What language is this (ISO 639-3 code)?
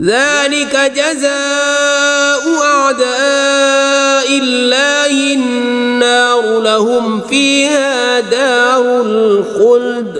kas